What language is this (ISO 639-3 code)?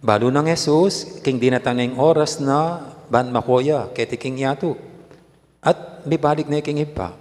pam